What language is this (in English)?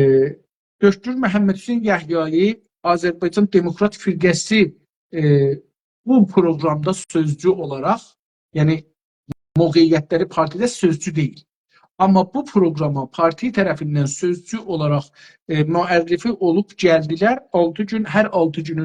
South Azerbaijani